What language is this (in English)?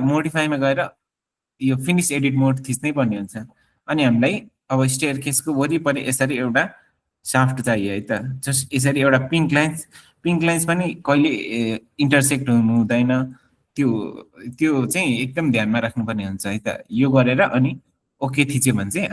Nepali